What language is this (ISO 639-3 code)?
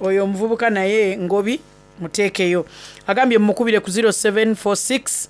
xog